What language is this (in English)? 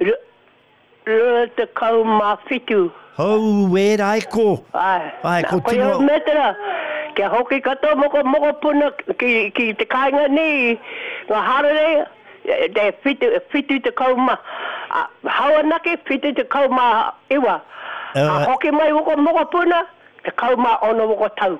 Māori